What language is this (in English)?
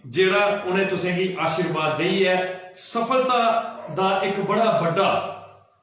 Dogri